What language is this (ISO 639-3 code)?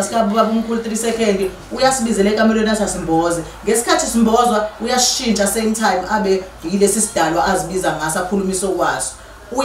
zul